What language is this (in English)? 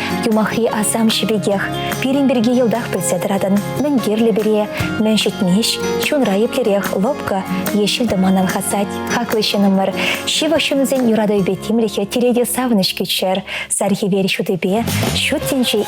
Chuvash